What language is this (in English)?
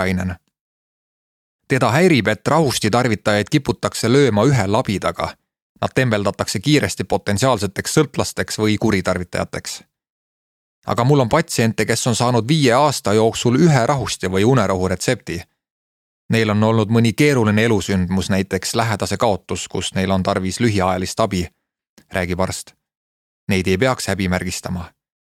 Estonian